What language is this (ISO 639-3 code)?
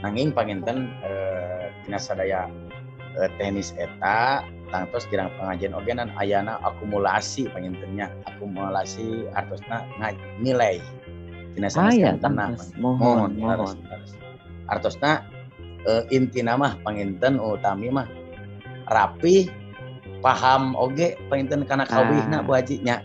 sun